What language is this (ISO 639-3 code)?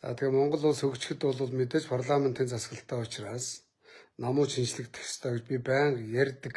mon